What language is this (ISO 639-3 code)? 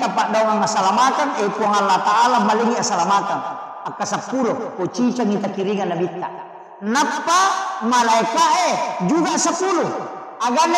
bug